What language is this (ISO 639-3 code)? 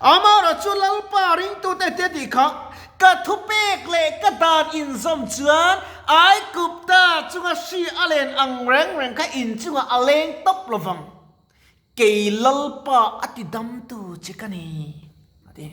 lus